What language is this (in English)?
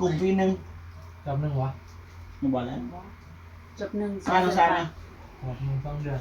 Northeastern Thai